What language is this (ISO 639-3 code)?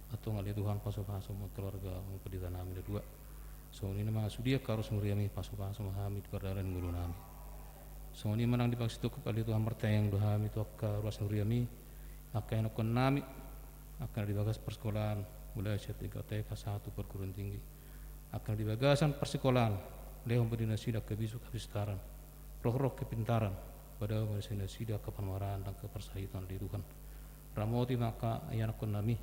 bbc